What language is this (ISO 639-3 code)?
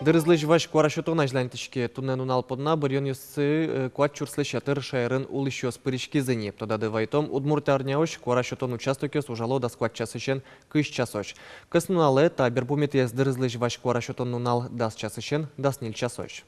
udm